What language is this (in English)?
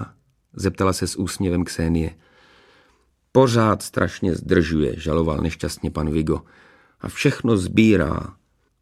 Czech